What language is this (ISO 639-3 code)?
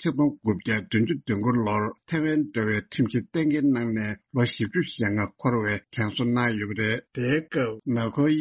bod